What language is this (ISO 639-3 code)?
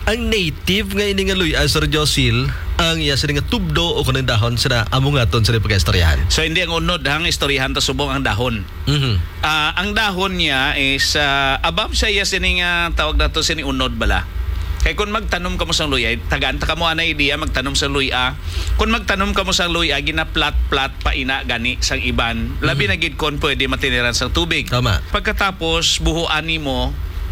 hil